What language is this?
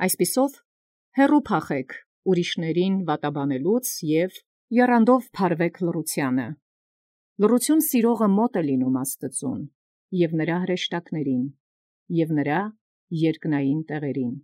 Armenian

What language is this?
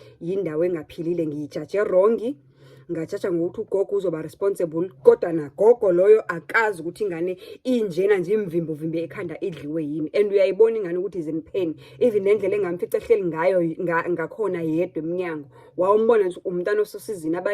Zulu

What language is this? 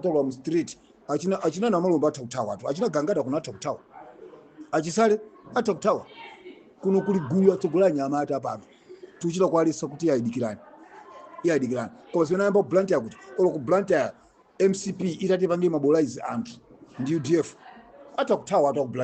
Nyanja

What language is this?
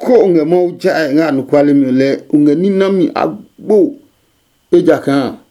Adangme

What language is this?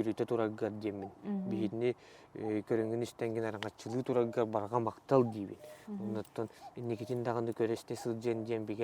Yakut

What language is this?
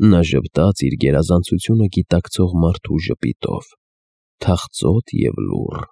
Armenian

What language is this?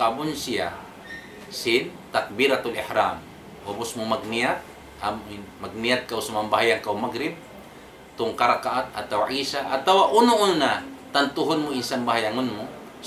Tausug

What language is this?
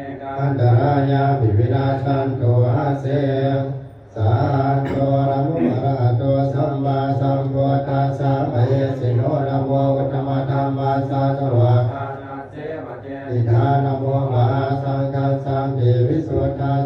Pali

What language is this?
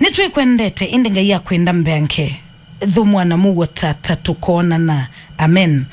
Kamba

